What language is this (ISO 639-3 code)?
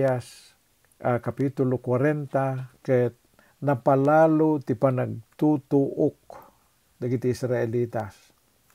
ilo